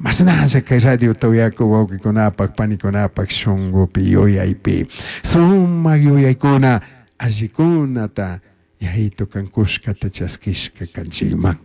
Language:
Chimborazo Highland Quichua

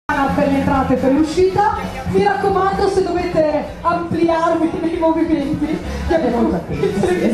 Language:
Italian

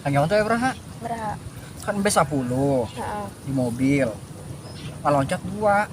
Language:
Sundanese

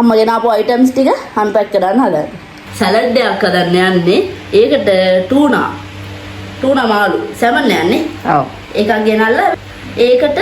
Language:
Sinhala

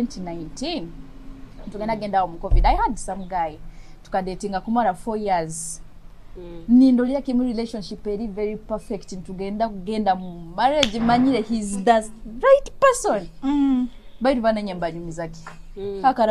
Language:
Nyoro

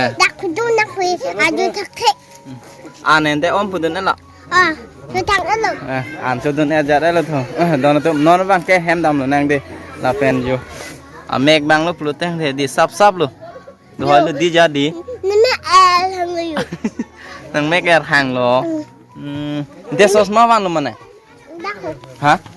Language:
Karbi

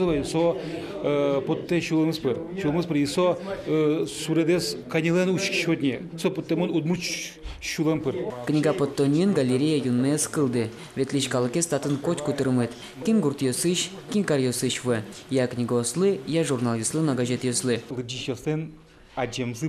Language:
Udmurt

